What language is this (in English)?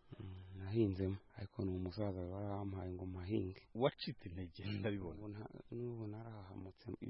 Kinyarwanda